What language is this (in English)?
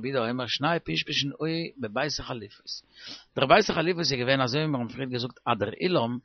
Yiddish